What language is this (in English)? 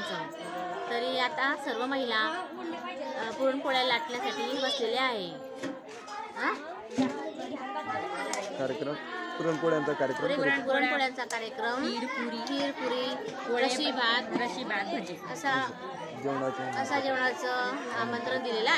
Marathi